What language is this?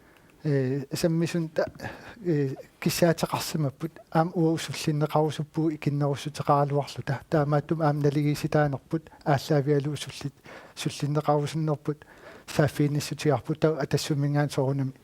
Kalaallisut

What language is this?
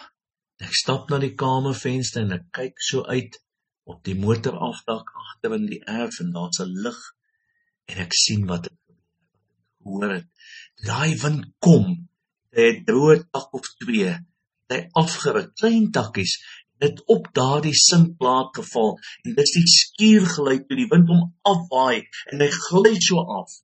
Afrikaans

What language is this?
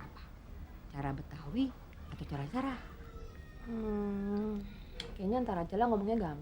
Betawi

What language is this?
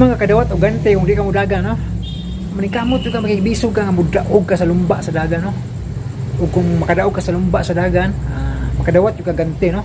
Cebuano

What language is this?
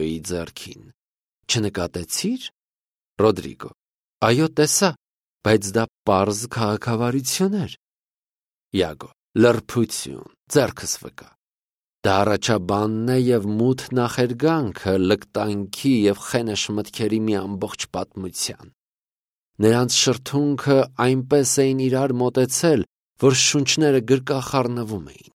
Armenian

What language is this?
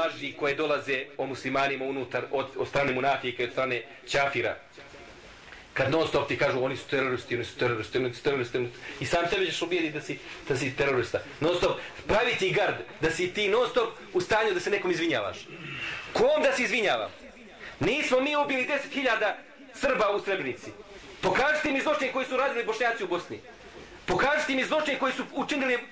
Bosnian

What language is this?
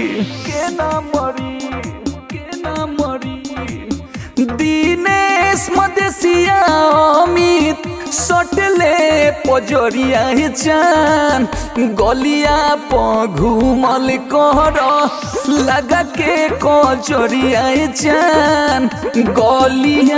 Bhojpuri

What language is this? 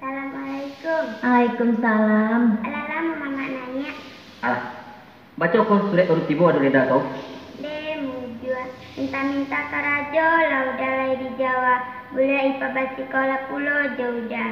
Minangkabau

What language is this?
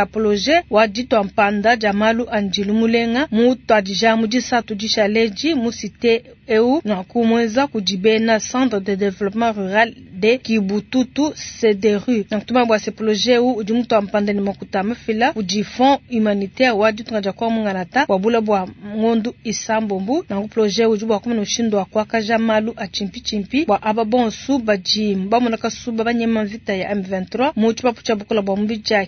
Luba-Lulua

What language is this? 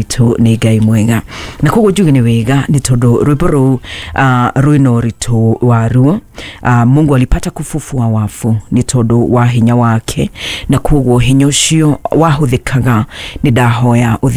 Kikuyu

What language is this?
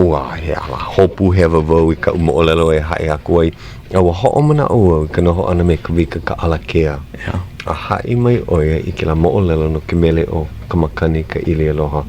Hawaiian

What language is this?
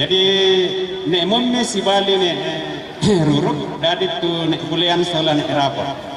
Toraja-Sa'dan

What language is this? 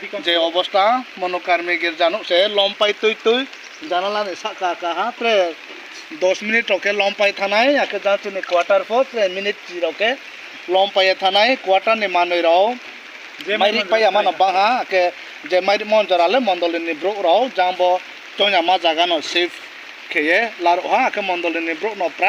Riang (India)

